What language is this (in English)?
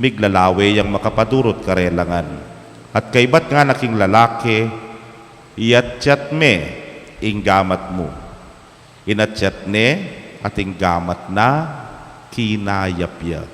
Pampanga